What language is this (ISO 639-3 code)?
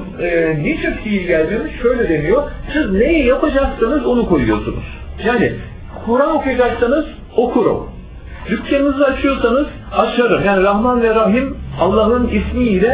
tur